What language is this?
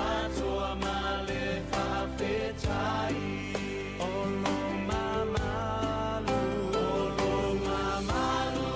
Samoan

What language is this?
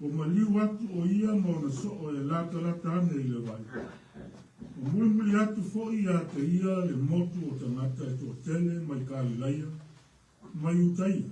Samoan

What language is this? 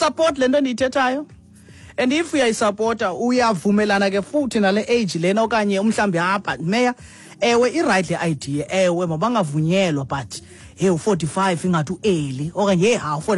Xhosa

